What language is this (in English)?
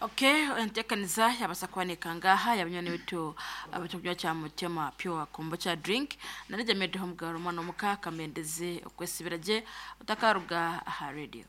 Nyankole